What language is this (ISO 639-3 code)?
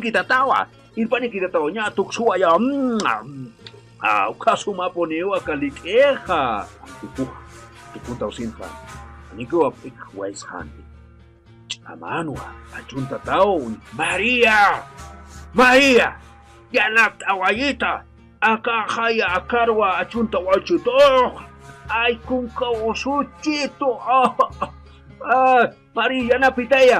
aym